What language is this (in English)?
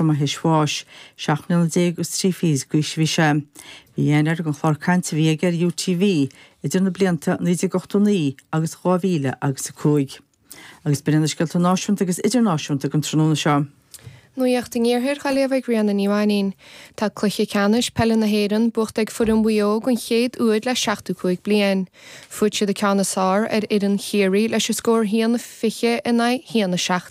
Irish